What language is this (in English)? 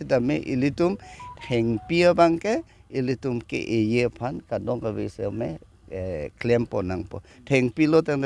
Karbi